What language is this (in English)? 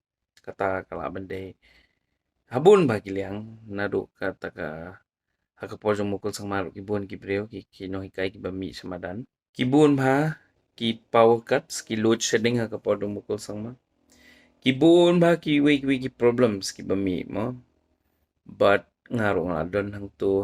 Khasi